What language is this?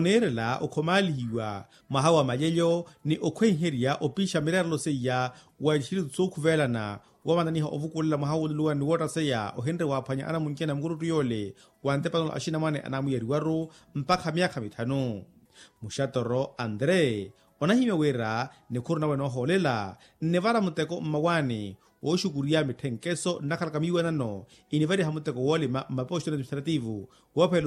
Makhuwa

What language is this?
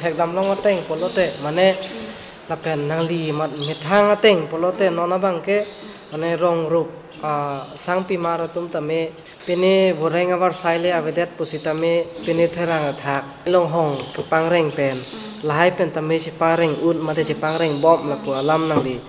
Karbi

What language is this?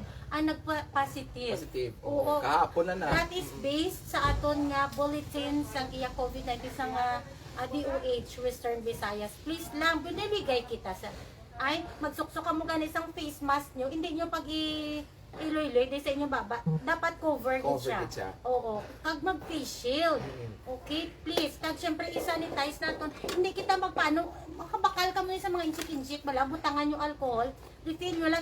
Hiligaynon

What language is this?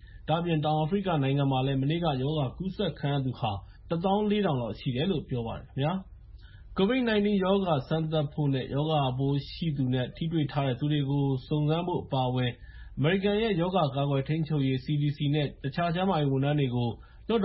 Burmese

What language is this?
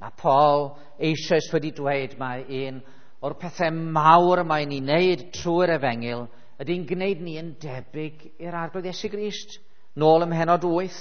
Welsh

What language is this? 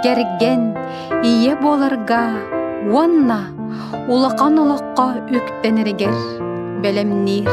Yakut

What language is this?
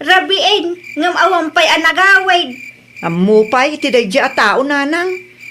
Iloko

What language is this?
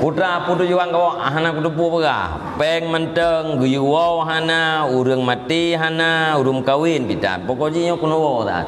Achinese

